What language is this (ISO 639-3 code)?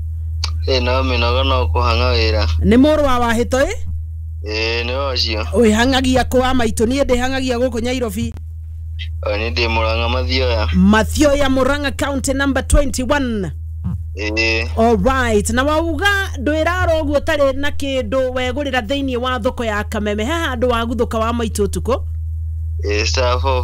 kik